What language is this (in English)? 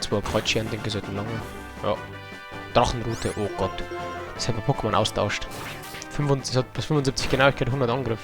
Bavarian